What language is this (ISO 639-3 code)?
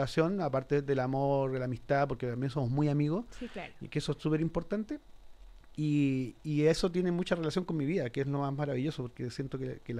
spa